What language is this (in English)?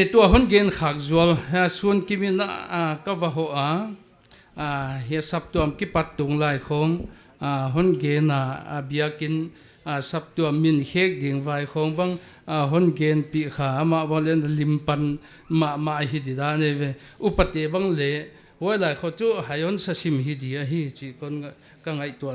Paite Chin